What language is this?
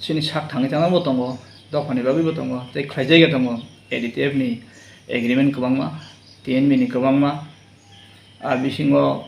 Kok Borok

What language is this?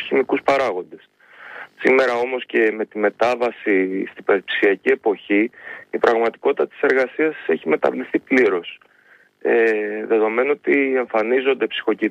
Greek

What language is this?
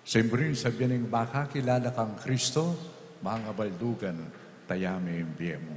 Pampanga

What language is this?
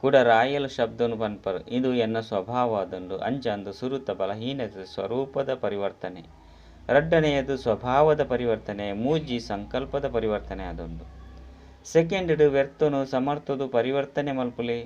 Tulu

